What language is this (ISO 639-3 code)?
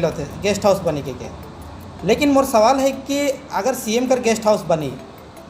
sck